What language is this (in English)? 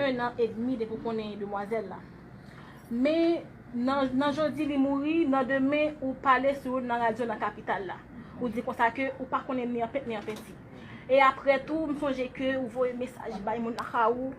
Haitian Creole